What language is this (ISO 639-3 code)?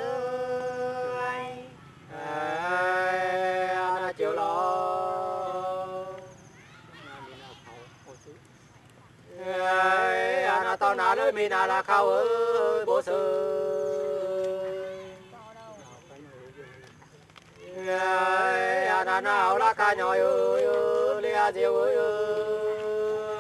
vie